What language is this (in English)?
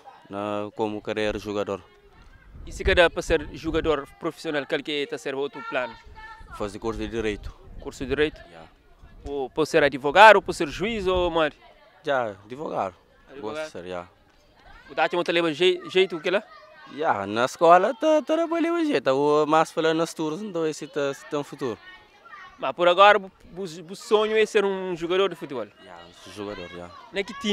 Kabuverdianu